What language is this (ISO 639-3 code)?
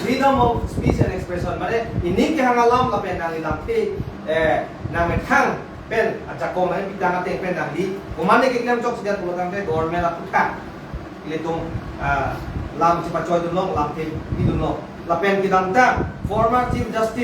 mjw